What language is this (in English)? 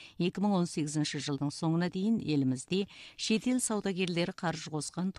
Kazakh